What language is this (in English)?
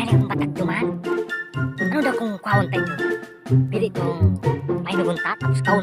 Bikol